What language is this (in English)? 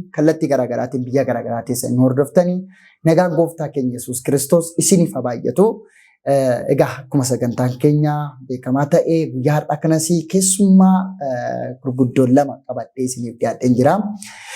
Oromo